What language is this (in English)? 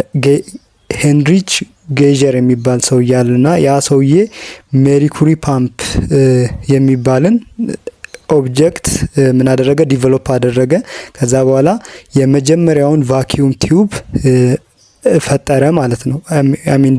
Amharic